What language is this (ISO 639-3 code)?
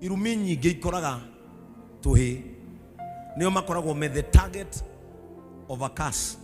kik